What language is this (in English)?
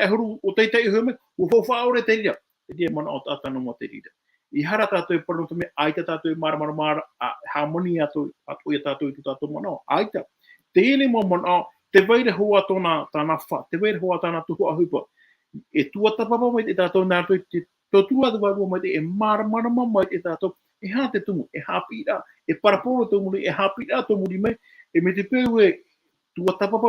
Tahitian